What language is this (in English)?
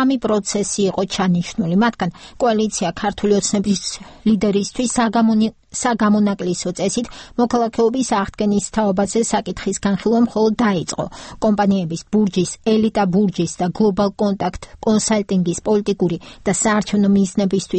Georgian